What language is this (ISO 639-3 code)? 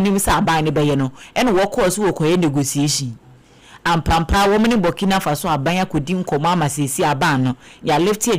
aka